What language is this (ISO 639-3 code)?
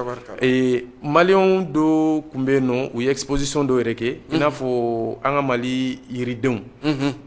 bam